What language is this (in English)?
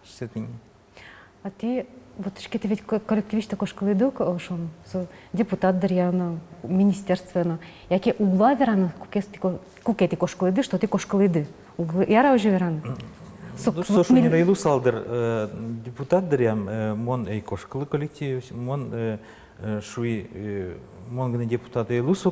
Udmurt